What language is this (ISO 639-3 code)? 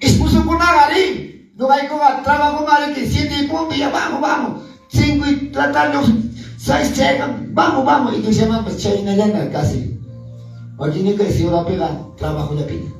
que